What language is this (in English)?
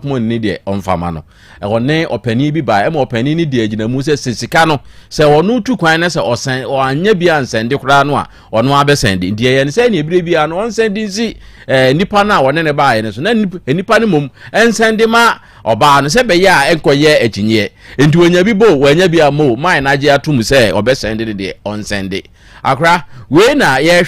Akan